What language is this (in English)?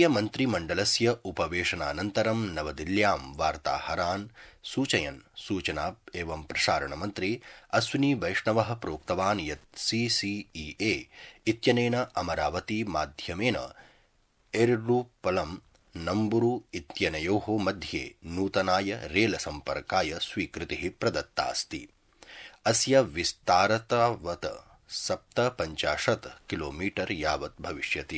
Sanskrit